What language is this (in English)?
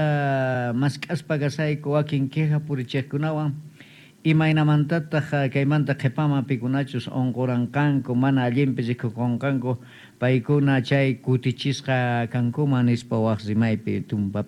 South Bolivian Quechua